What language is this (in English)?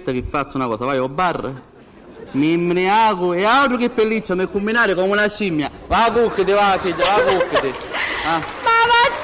Sicilian